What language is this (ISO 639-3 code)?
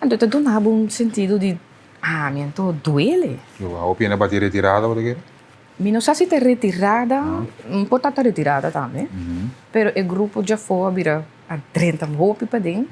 pap